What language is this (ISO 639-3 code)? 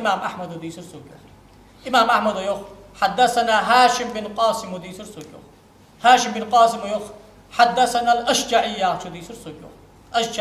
inh